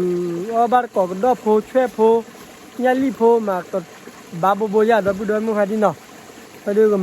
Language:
S'gaw Karen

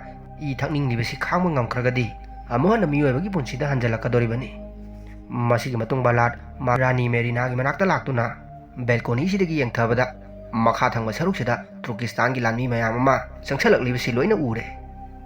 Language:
Manipuri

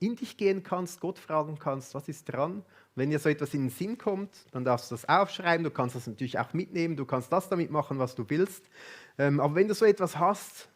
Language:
Swiss German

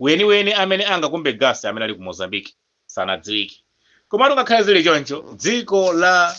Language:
Nyanja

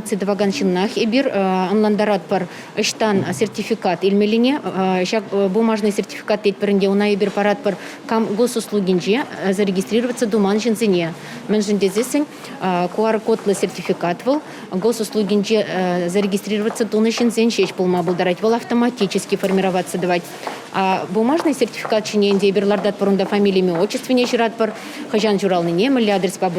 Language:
Chuvash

